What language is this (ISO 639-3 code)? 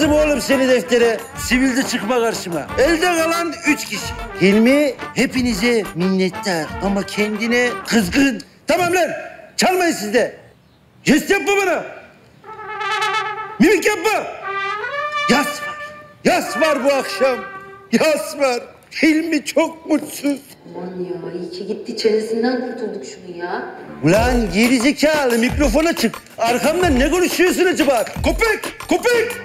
tur